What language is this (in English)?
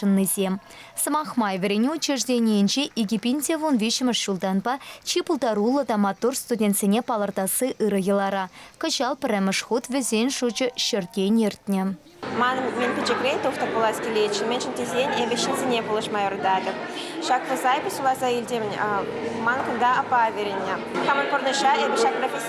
Chuvash